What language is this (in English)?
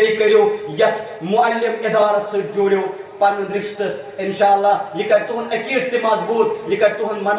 Kashmiri